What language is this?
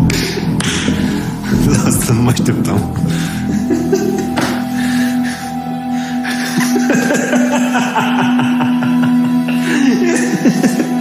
Romanian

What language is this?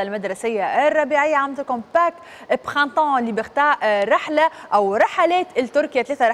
Tunisian Arabic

